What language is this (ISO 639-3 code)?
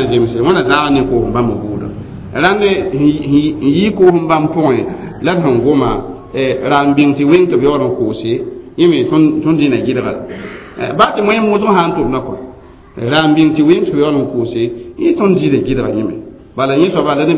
mos